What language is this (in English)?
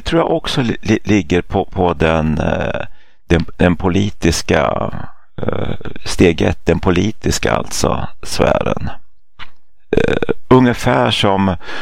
Swedish